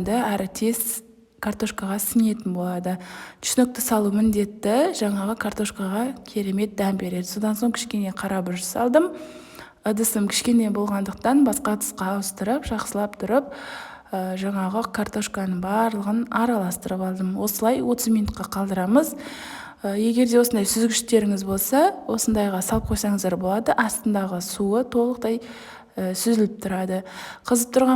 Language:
Kazakh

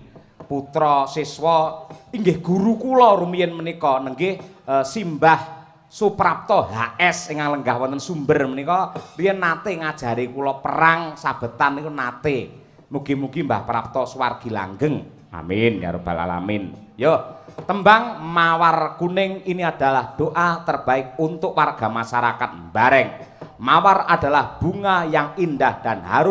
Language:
Javanese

